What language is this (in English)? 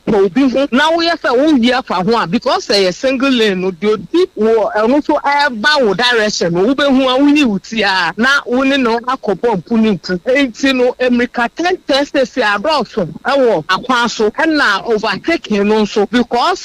Akan